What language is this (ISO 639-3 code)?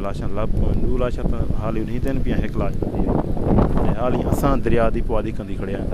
skr